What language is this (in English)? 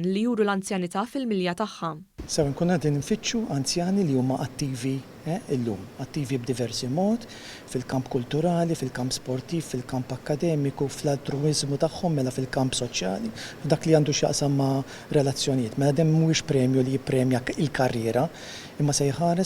Maltese